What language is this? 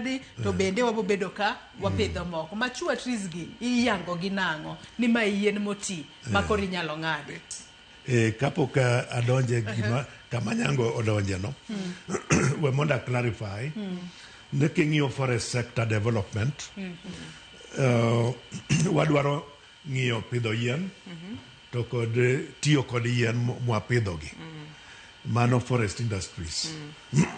Luo (Kenya and Tanzania)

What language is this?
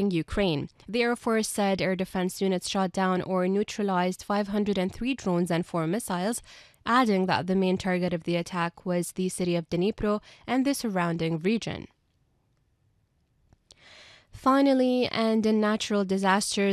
English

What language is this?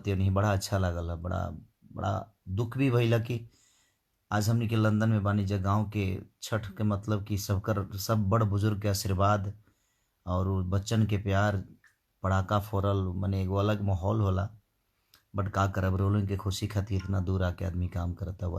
Bhojpuri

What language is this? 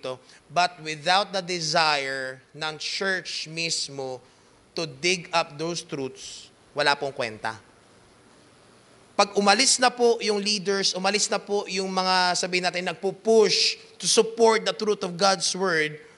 Filipino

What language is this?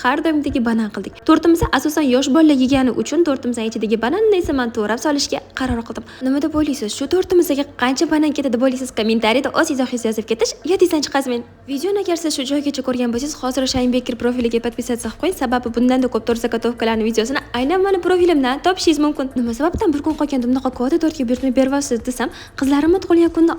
Uzbek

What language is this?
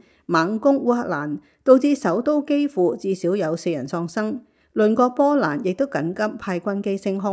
Cantonese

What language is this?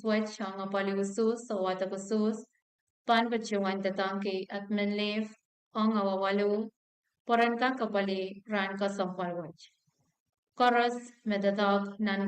Pohnpeian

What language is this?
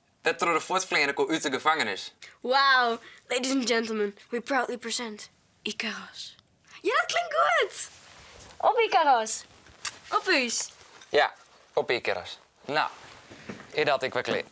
Western Frisian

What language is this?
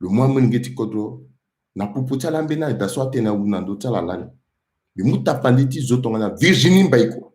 Sango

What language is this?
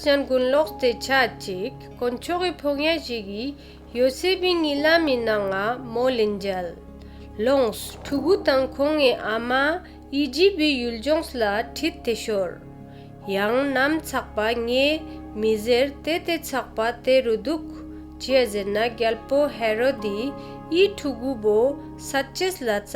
Ladakhi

